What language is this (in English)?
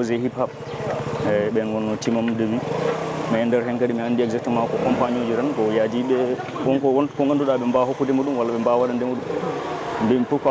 Fula